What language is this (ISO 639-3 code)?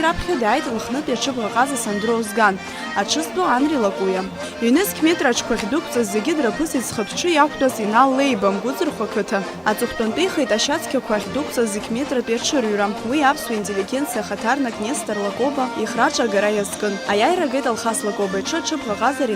abk